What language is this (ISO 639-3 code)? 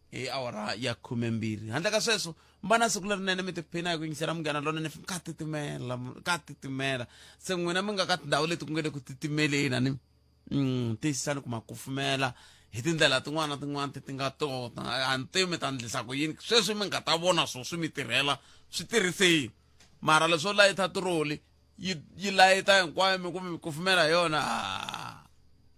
tso